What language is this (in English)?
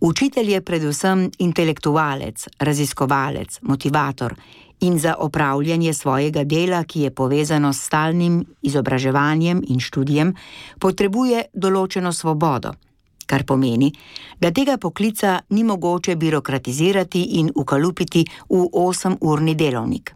Slovenian